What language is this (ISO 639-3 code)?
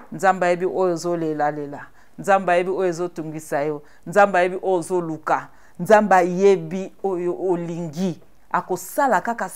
lin